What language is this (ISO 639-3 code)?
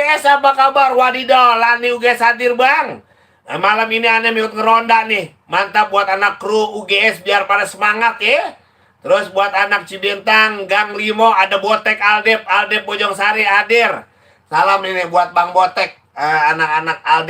bew